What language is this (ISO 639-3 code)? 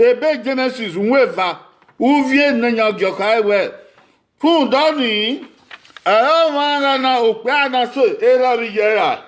bin